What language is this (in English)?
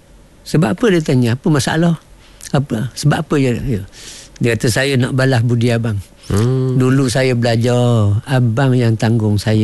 Malay